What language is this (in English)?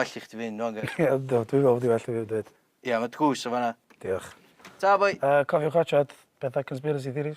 Welsh